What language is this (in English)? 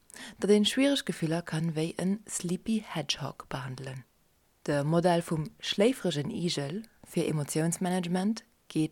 Luxembourgish